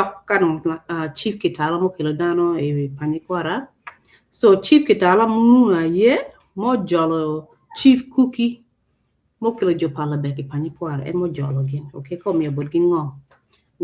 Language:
Acoli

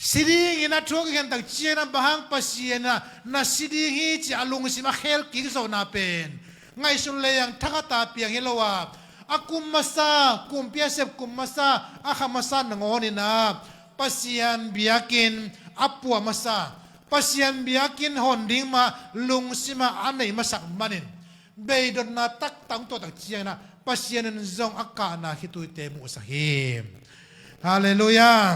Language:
Tedim Chin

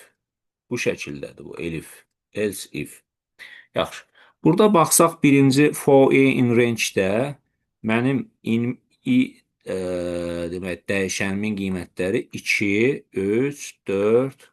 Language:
Azerbaijani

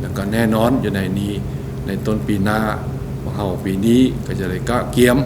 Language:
Lao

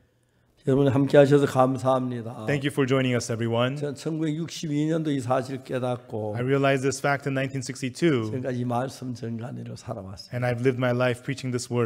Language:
Korean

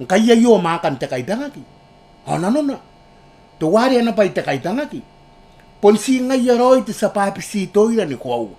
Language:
Gilbertese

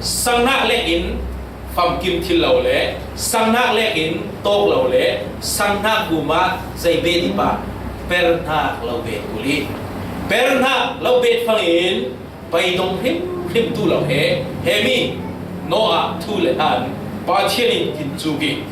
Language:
Falam Chin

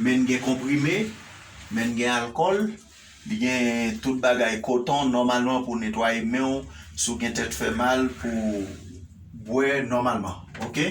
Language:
Haitian Creole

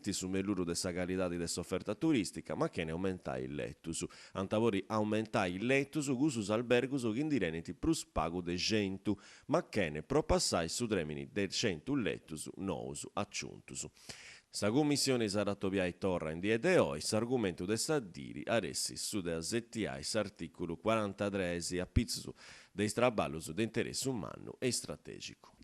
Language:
Sardinian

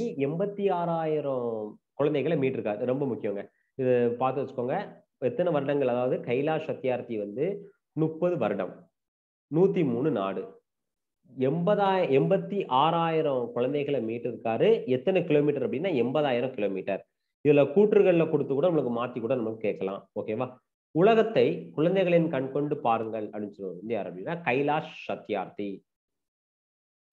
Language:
Tamil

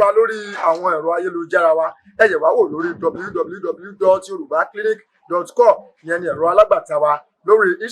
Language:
Yoruba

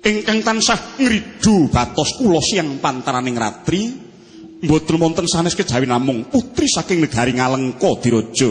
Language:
Javanese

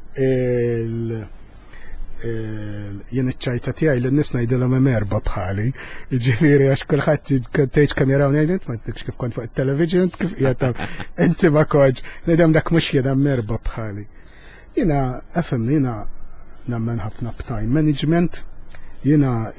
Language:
Maltese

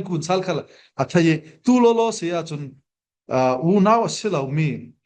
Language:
Falam Chin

